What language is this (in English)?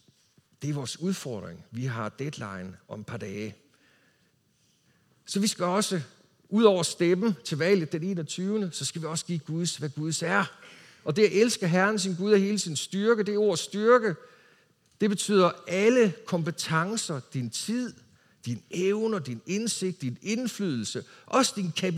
Danish